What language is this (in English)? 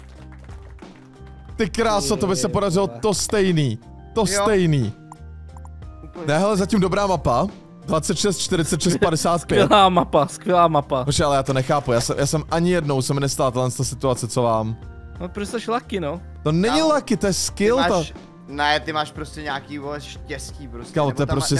Czech